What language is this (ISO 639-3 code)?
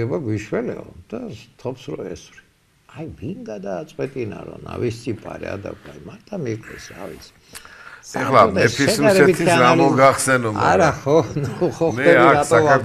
kat